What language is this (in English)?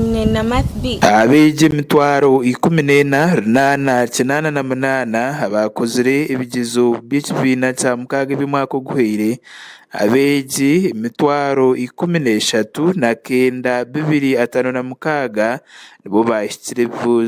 Nyankole